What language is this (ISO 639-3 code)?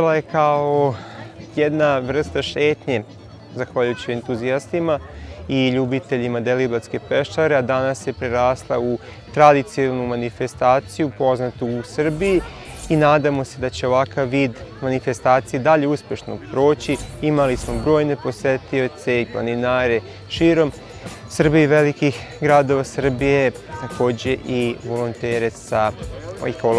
srp